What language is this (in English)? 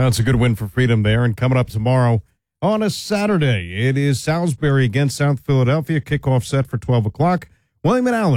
English